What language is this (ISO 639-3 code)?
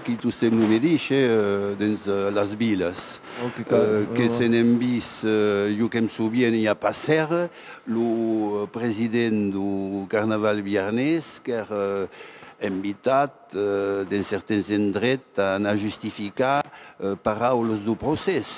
oci